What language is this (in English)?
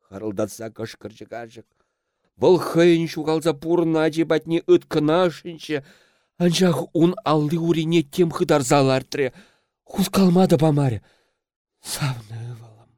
Chuvash